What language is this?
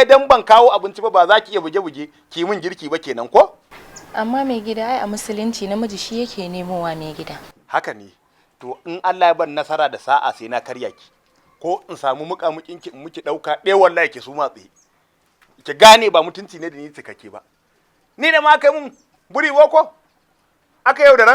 Hausa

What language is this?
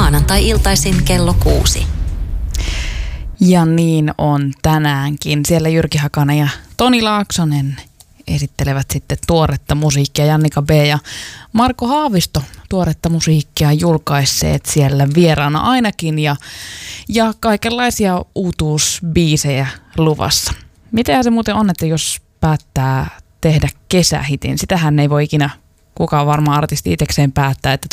Finnish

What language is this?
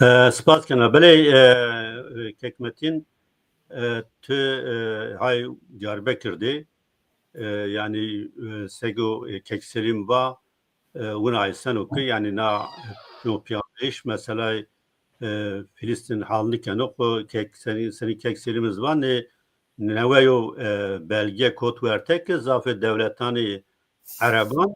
Zaza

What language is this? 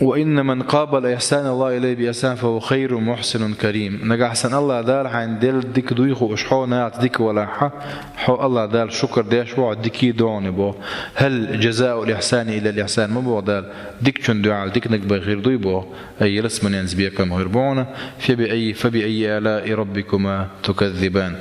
Chechen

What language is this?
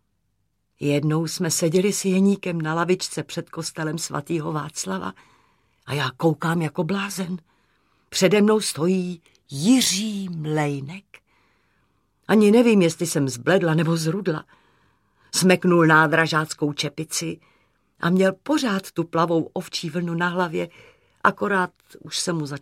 Czech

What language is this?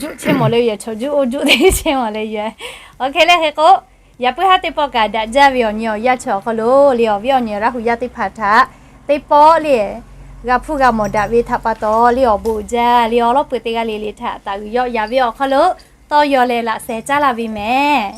Lahu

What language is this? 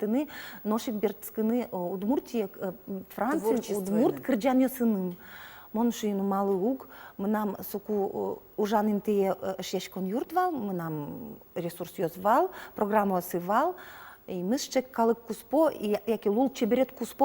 Udmurt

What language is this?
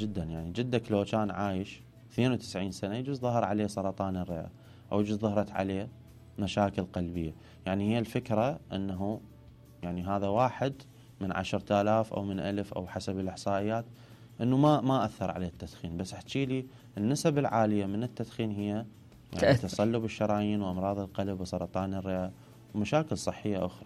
Mesopotamian Arabic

